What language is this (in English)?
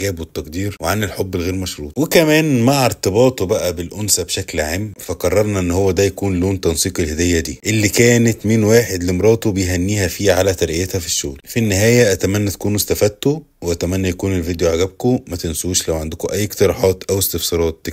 Egyptian Arabic